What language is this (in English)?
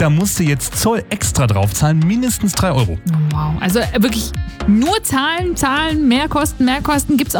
German